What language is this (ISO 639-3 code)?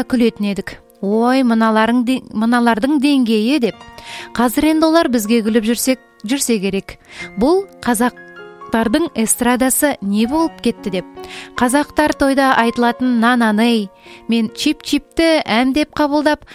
kaz